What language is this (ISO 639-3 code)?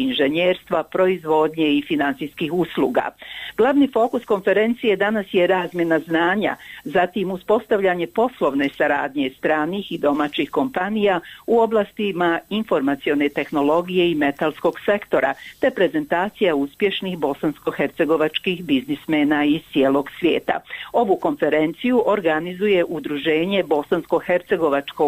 bos